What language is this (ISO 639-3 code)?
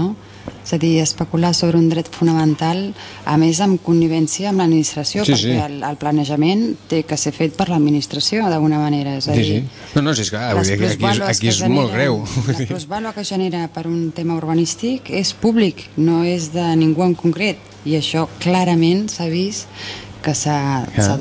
cat